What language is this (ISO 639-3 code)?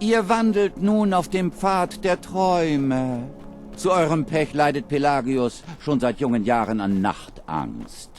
bar